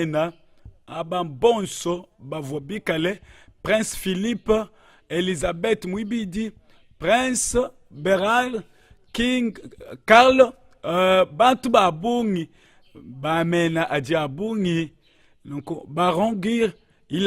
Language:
Luba-Lulua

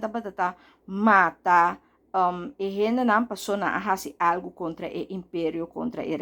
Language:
Papiamento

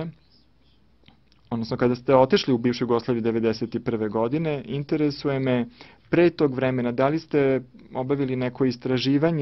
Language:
Serbian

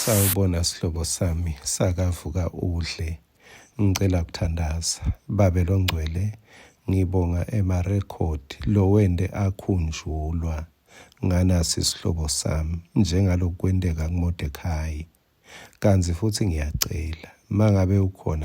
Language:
Swati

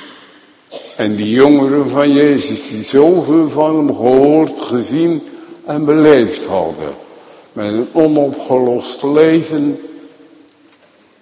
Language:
Dutch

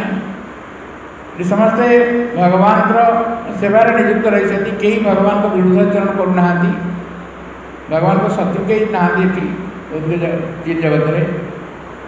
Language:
Odia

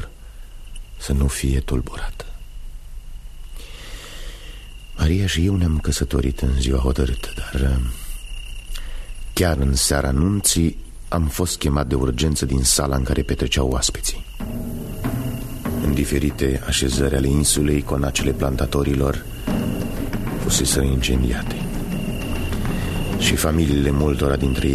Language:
Romanian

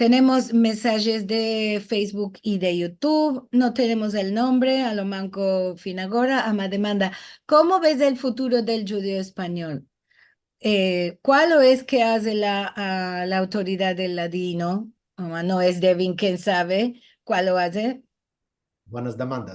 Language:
Ladino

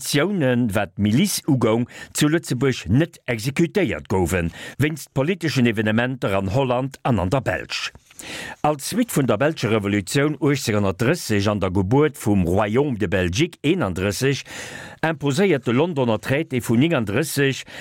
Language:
Luxembourgish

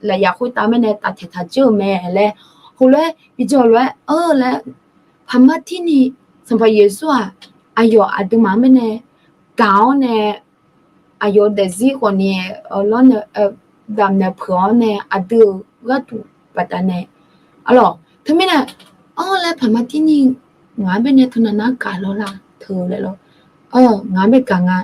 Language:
Akha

